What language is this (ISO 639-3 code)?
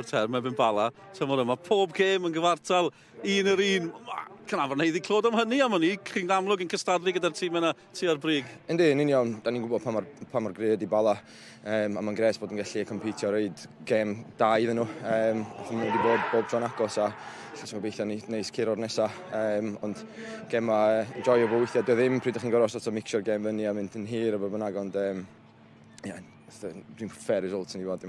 cym